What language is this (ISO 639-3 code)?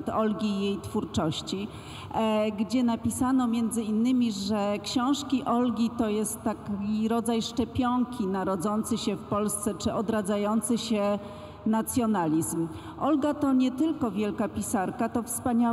pol